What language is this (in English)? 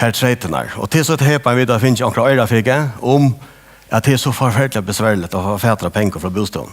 Faroese